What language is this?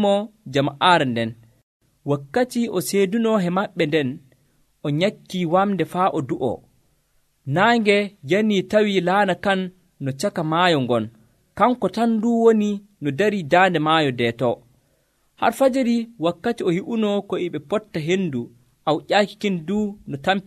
Nigerian Fulfulde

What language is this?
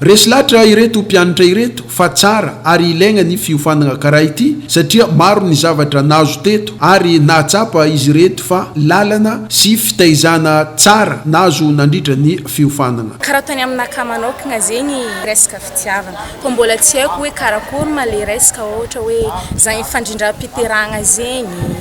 Malagasy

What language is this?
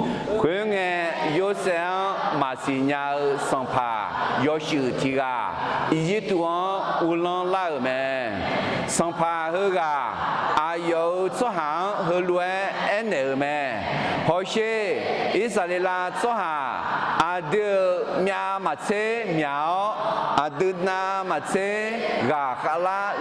Akha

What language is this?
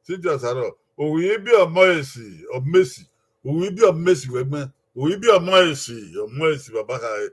Bini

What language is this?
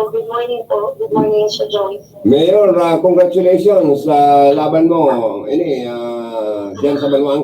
Bikol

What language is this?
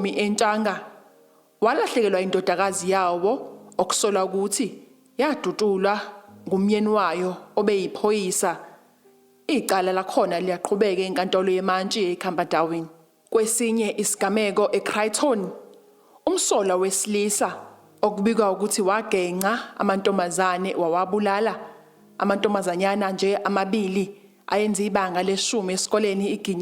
Zulu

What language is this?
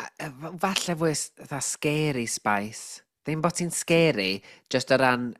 Welsh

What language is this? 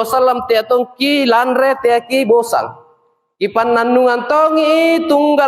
Makasar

